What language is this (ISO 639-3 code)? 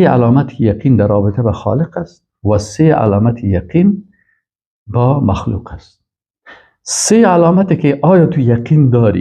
fas